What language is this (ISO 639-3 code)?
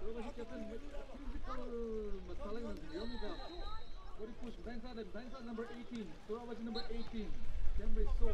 nmf